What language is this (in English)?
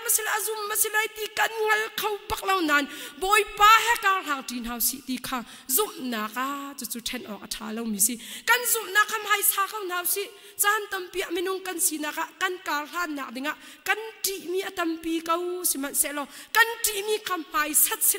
Hakha Chin